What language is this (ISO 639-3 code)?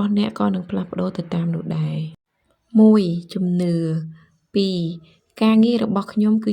khm